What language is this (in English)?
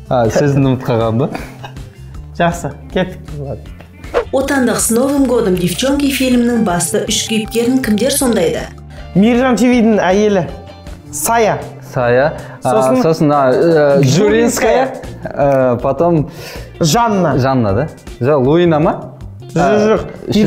Kazakh